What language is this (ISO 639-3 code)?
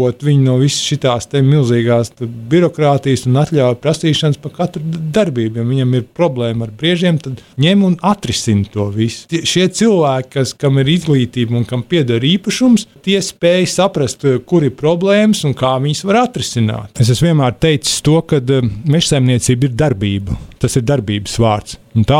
lav